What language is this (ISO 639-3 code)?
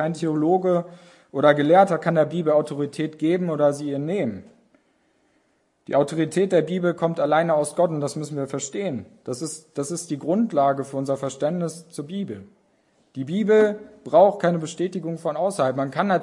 deu